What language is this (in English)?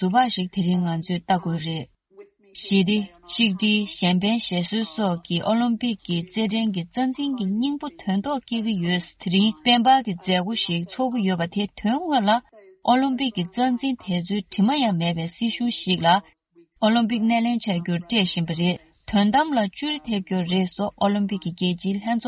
Tibetan